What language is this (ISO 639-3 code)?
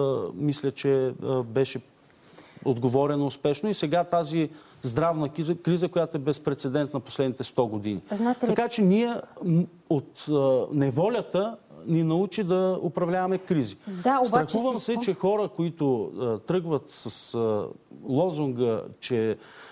bul